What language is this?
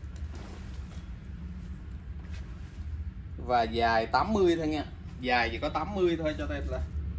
Vietnamese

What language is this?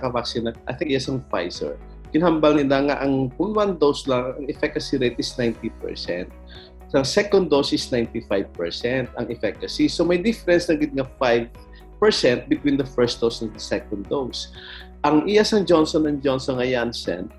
Hiligaynon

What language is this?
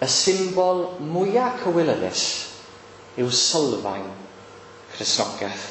Welsh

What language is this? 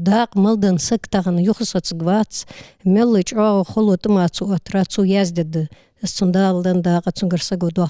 Ingush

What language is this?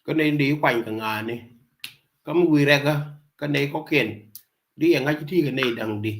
Nuer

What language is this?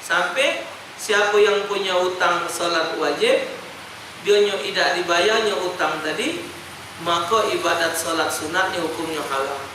Musi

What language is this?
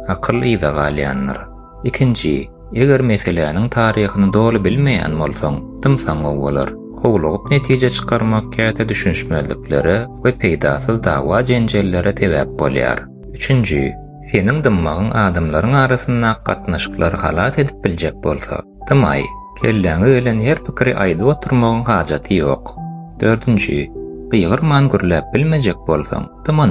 Turkmen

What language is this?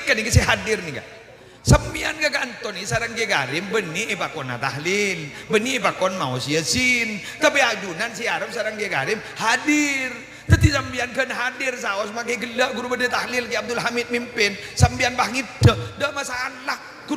Madurese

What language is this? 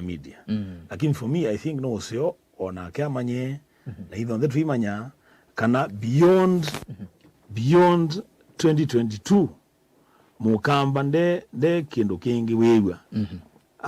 Kamba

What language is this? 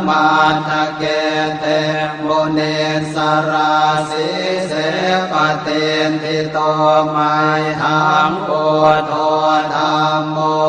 Pali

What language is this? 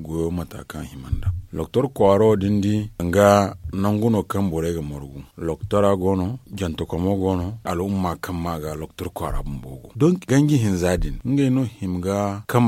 Zarma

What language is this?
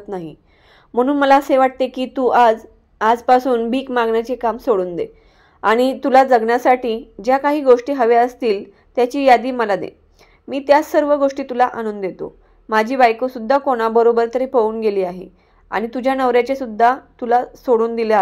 Marathi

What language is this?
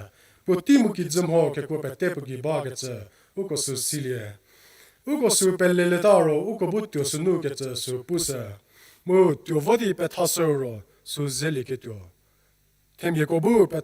Angami Naga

